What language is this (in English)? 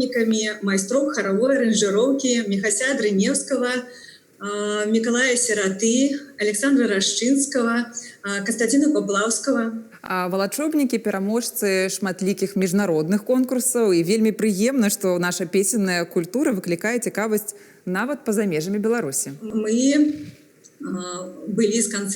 Belarusian